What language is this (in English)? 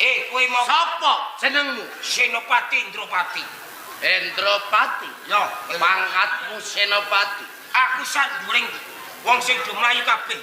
Javanese